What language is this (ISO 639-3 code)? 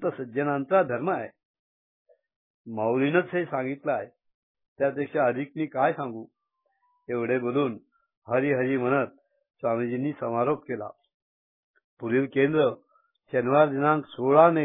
mar